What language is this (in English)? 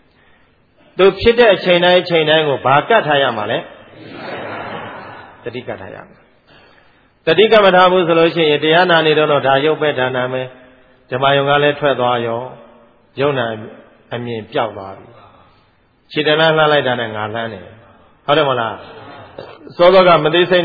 Burmese